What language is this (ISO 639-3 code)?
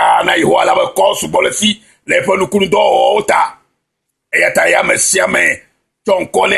ewe